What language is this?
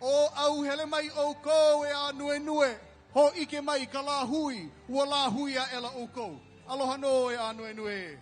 Hawaiian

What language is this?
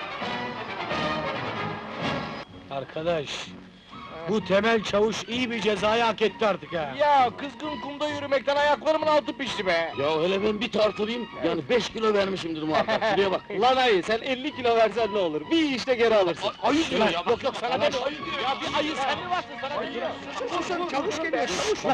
Turkish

